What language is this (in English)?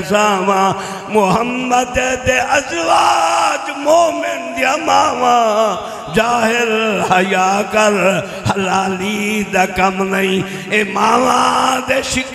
Saraiki